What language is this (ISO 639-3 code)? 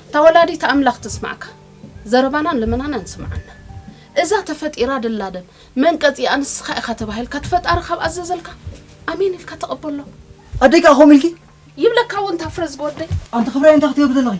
tir